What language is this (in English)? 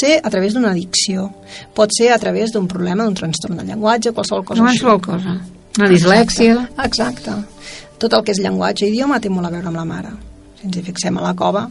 Catalan